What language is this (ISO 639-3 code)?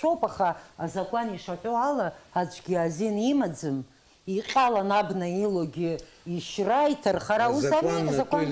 abk